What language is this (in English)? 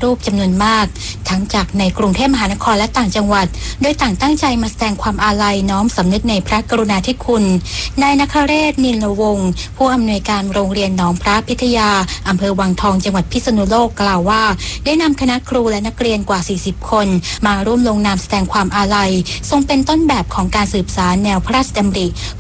Thai